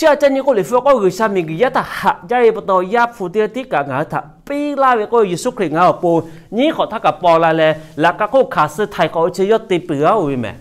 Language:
Lahu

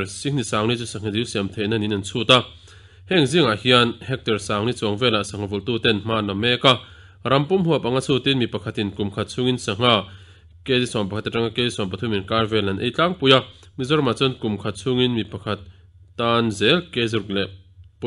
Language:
Mizo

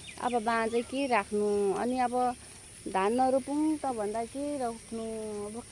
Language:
Nepali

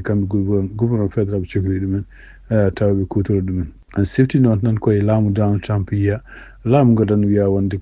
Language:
Fula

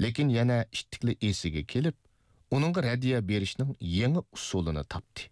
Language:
Uyghur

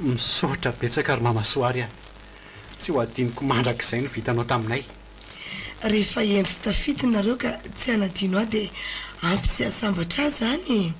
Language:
Malagasy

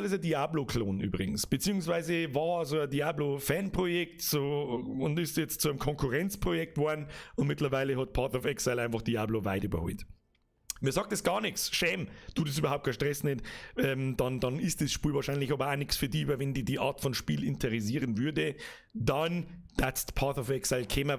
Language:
Bavarian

